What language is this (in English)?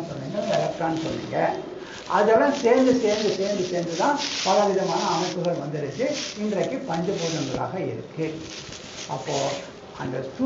Tamil